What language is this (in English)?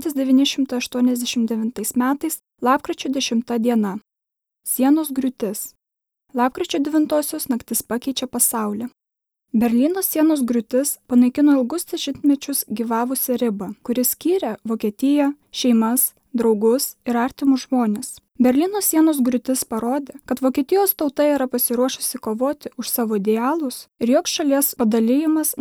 Lithuanian